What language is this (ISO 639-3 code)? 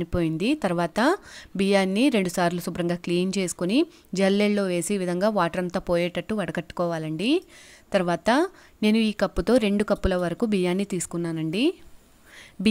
tel